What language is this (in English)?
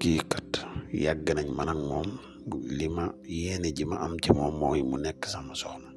Wolof